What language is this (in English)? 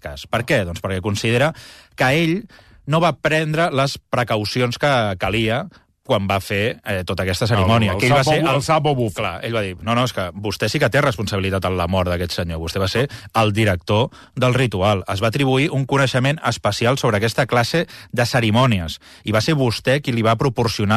Catalan